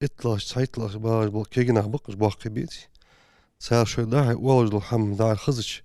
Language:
Ingush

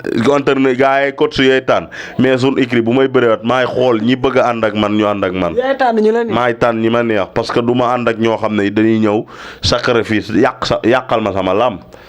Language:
Wolof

